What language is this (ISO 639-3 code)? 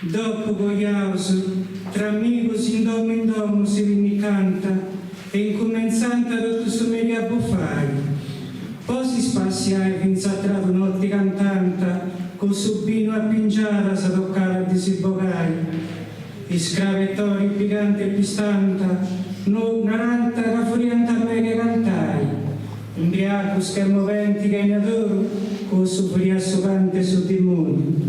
srd